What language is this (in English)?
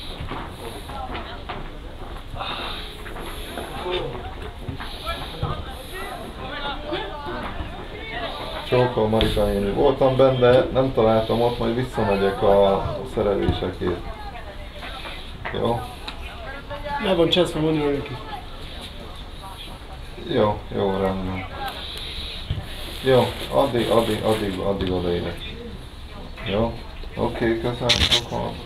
Hungarian